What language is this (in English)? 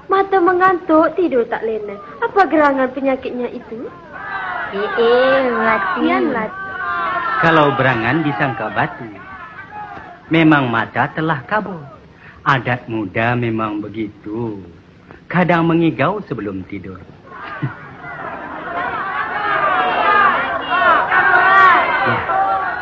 Malay